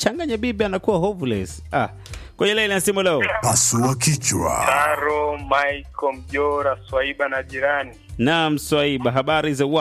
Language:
Swahili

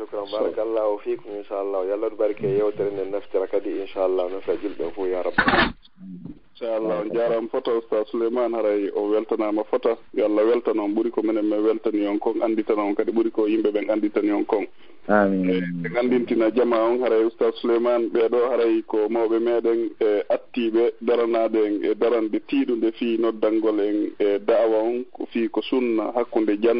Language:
Fula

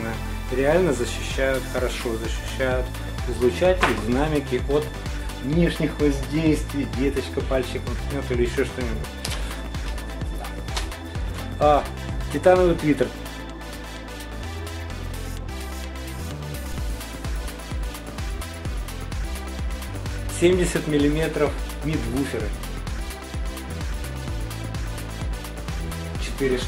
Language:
Russian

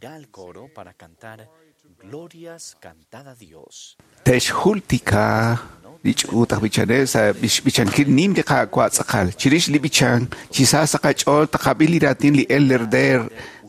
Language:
Kekchí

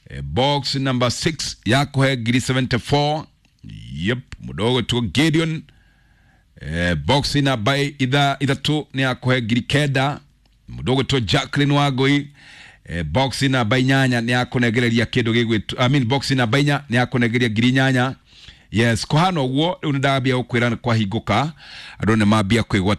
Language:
Kikuyu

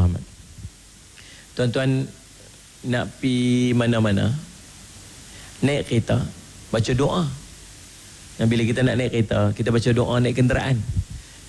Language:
Malay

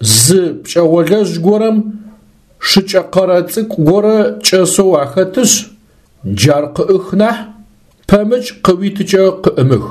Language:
Adyghe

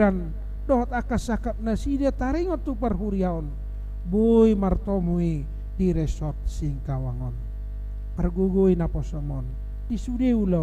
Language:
Batak Toba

